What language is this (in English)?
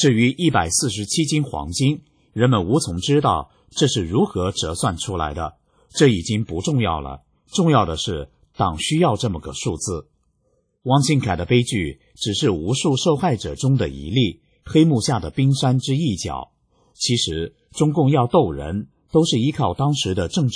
Chinese